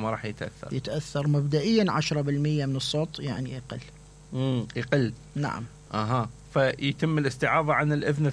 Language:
Mesopotamian Arabic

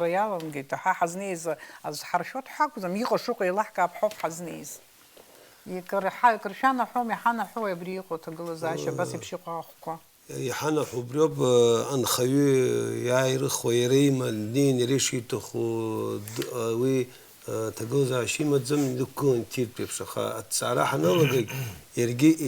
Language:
Abkhazian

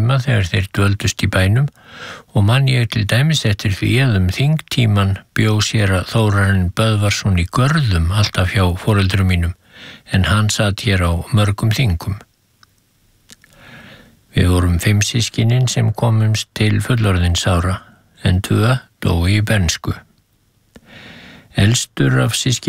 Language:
Icelandic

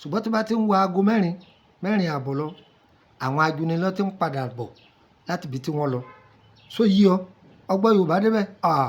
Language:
Yoruba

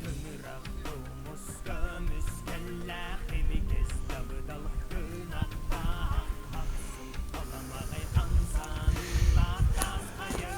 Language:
Yakut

